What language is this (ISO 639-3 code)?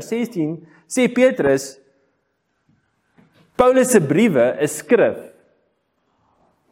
afr